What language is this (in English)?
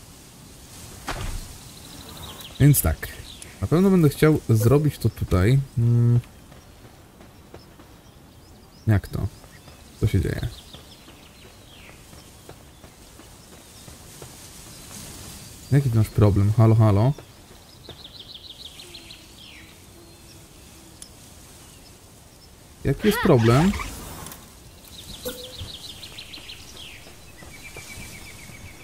Polish